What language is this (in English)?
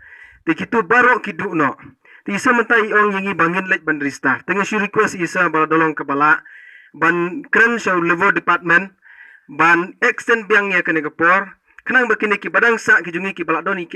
Khasi